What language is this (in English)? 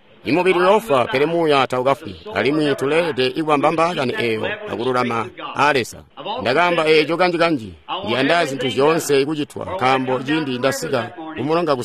Tonga (Zambia)